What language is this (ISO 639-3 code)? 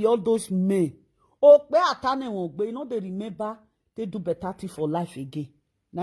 pcm